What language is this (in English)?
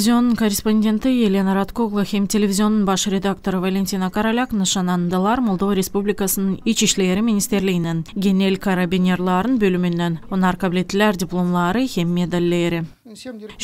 Gagauz